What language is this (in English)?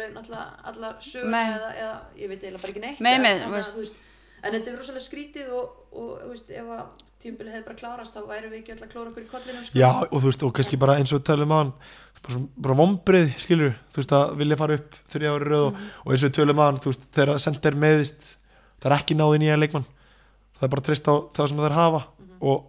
Icelandic